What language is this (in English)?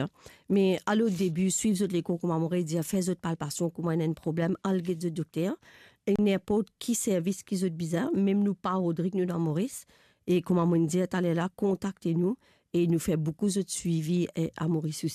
Morisyen